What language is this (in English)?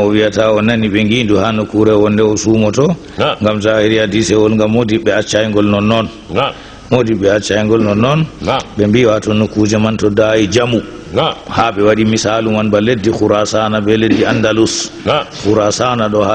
Fula